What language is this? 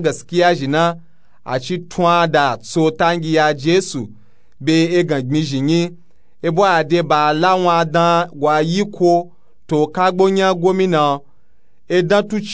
Nupe-Nupe-Tako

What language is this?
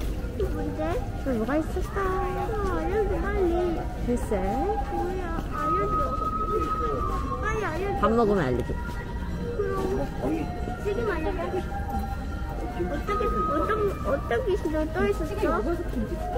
Korean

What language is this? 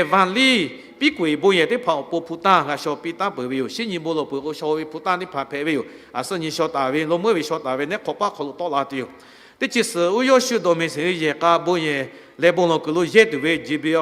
Lahu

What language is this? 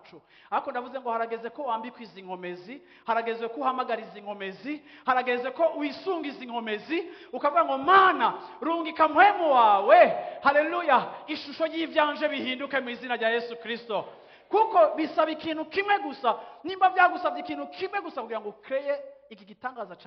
Rundi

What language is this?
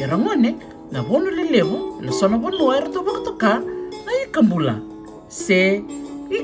Fijian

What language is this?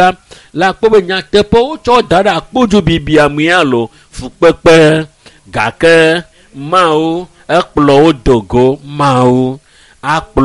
Ewe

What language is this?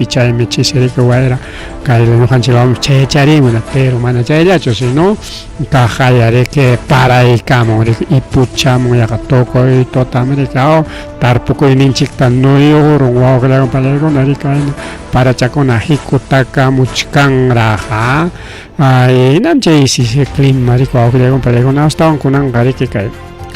Ayacucho Quechua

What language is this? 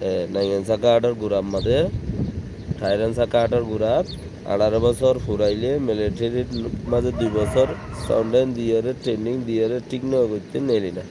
Rohingya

